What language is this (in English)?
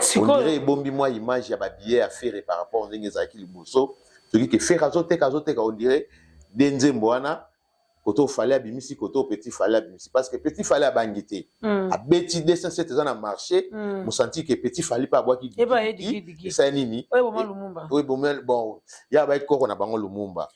Lingala